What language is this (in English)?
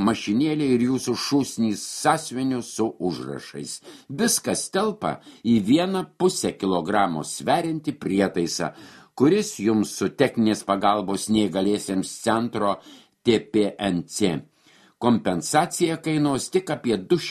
Lithuanian